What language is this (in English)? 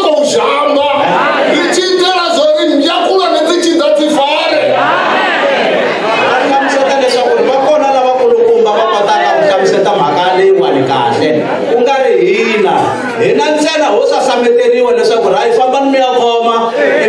Tsonga